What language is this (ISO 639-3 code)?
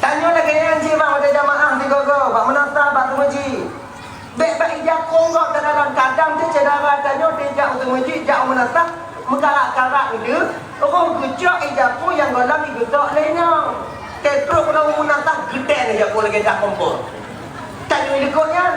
ace